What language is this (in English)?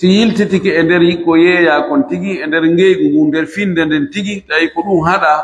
Pular